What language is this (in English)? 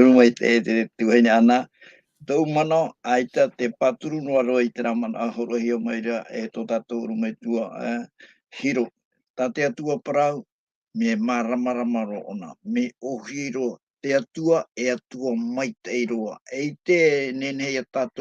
Tahitian